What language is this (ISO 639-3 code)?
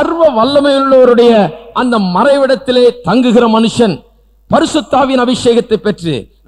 tam